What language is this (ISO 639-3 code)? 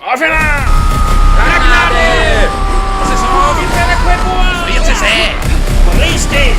bar